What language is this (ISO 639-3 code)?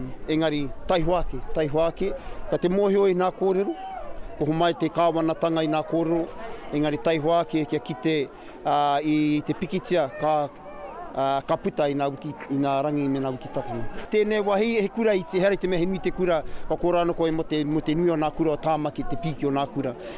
mri